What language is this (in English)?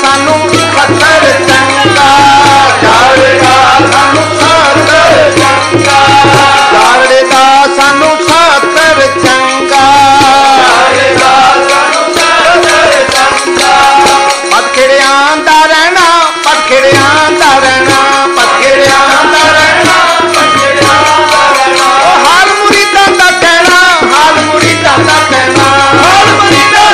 Punjabi